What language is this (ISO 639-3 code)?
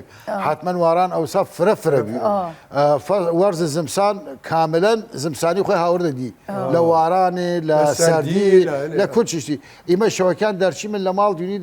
sdh